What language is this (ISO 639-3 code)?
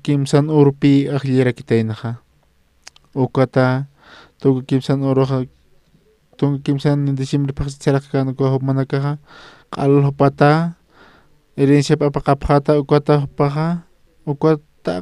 aym